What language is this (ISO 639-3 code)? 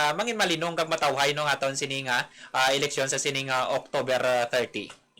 hil